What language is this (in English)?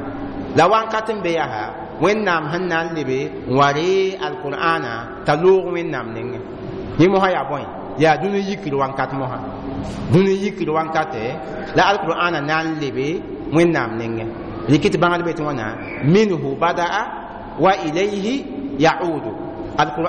Mossi